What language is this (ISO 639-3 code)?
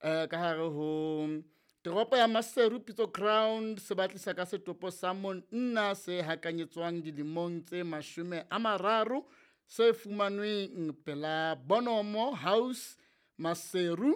sot